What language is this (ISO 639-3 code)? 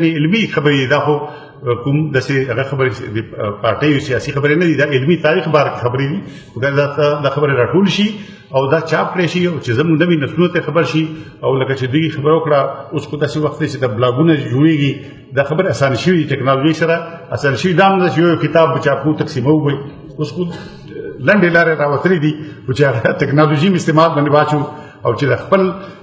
pus